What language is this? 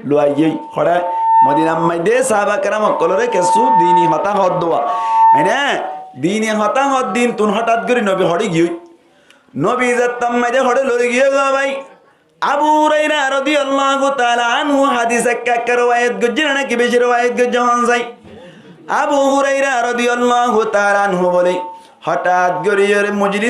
Rohingya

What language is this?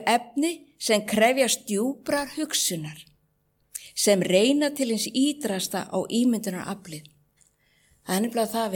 Icelandic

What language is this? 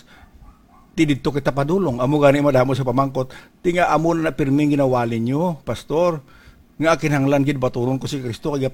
Hiligaynon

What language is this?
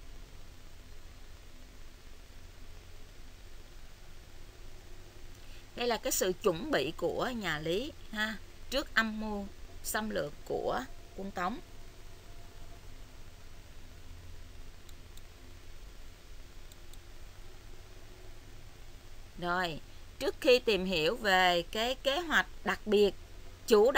Vietnamese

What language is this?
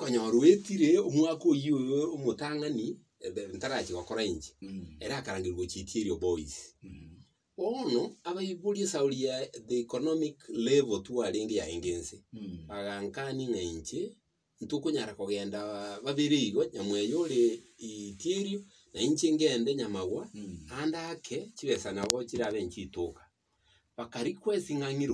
Gusii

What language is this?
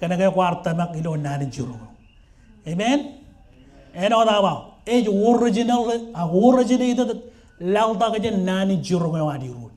Marshallese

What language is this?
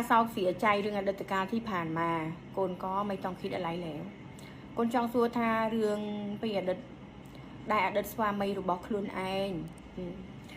Khmer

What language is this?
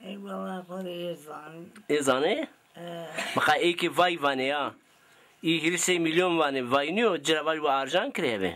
Zaza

